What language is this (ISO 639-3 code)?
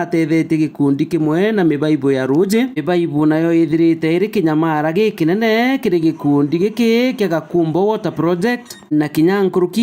mer